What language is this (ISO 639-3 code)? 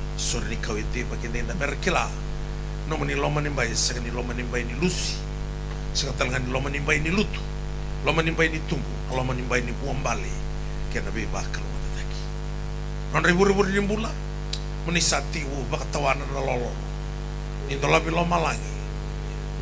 fij